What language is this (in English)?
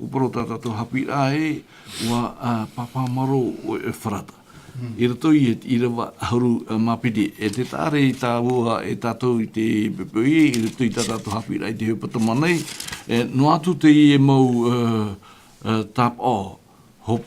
Tahitian